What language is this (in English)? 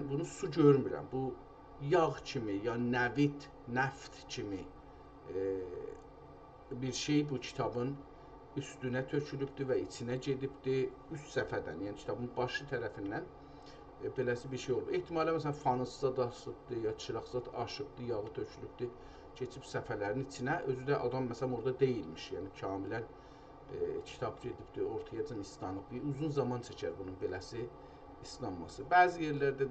South Azerbaijani